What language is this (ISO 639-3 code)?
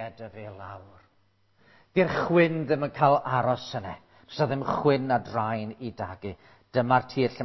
cym